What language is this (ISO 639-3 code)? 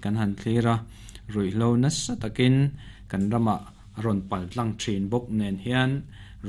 lus